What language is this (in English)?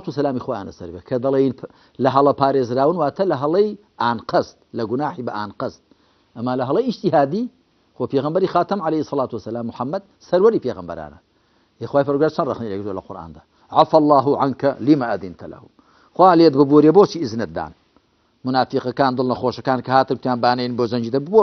Central Kurdish